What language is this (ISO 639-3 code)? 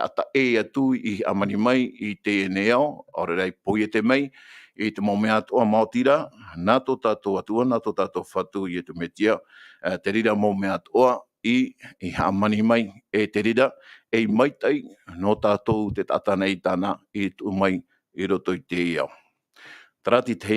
tah